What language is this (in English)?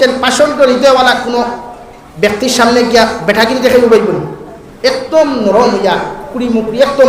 Sylheti